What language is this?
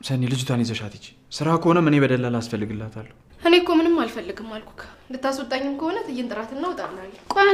Amharic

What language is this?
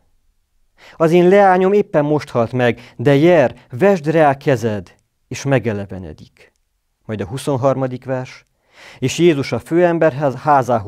Hungarian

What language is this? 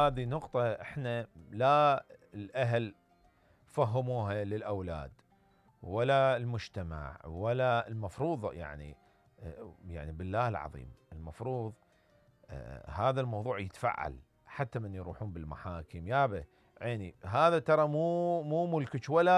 Mesopotamian Arabic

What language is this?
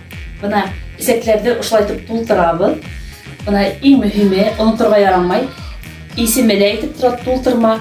Bashkir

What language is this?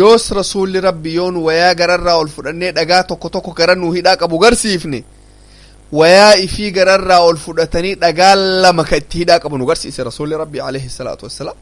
Oromo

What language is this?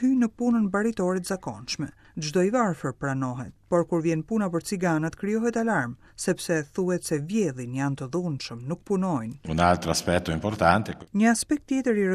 Albanian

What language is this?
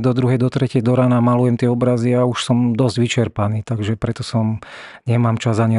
Slovak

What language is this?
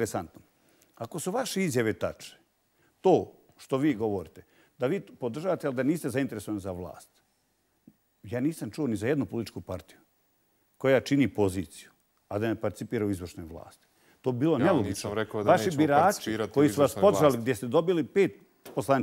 Bosnian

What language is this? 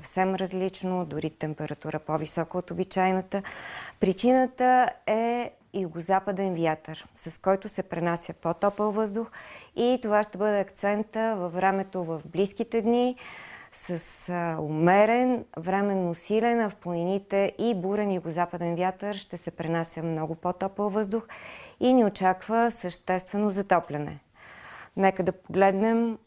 Bulgarian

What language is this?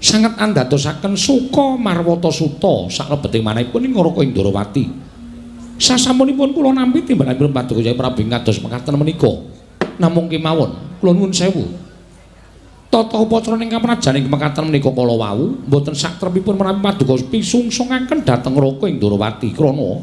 Javanese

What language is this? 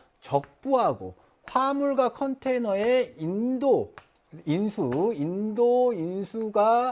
Korean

